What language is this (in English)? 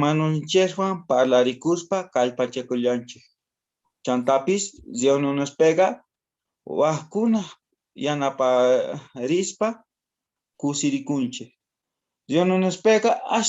South Bolivian Quechua